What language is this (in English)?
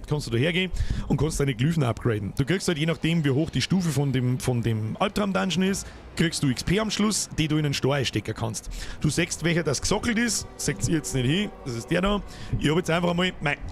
Bavarian